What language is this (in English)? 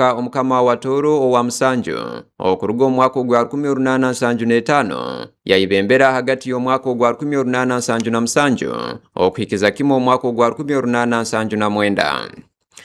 Tooro